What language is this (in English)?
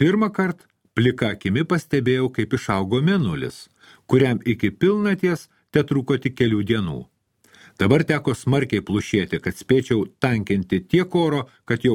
Lithuanian